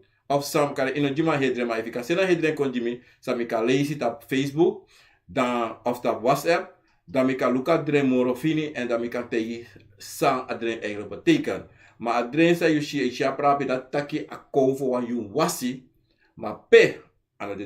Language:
Sranan Tongo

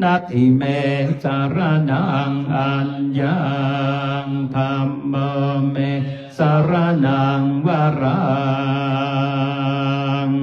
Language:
Pali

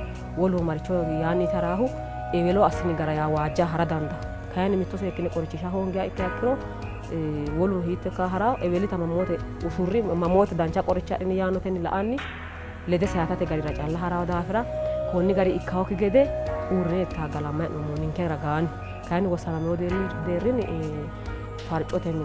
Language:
Sidamo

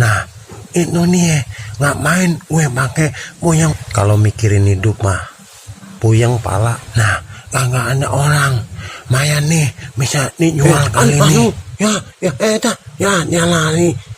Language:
Betawi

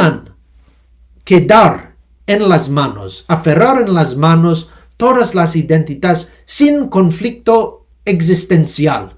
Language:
Ladino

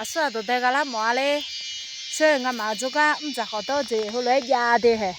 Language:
Akha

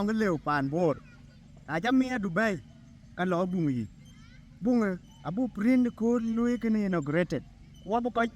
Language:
Dinka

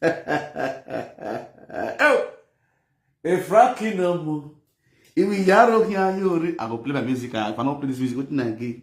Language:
Nigerian Pidgin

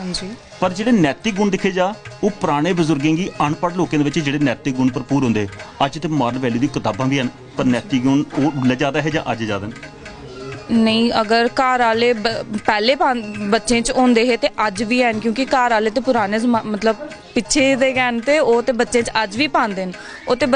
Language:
Dogri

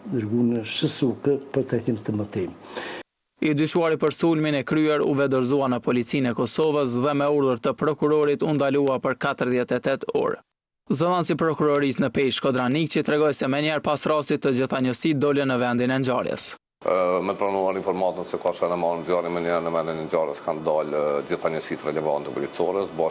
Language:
Albanian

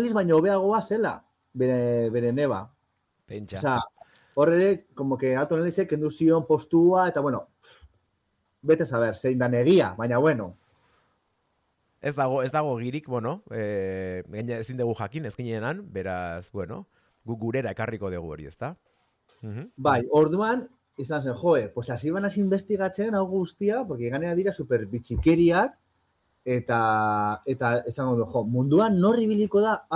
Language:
Basque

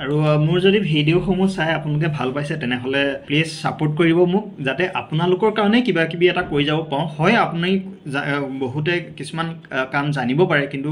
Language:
Assamese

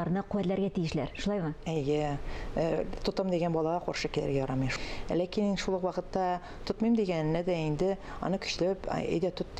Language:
Tatar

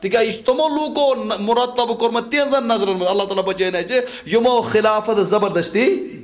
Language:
Kashmiri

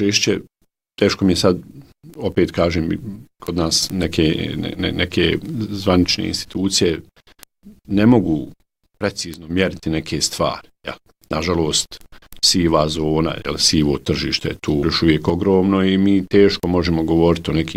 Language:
Bosnian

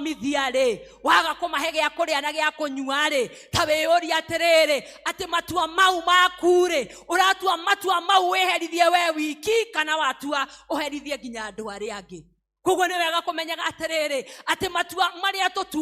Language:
Kikuyu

